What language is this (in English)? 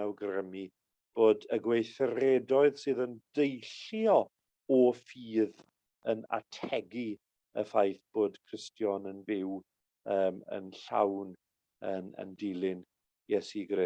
Welsh